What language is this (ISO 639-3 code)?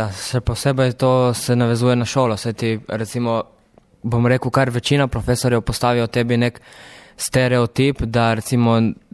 slv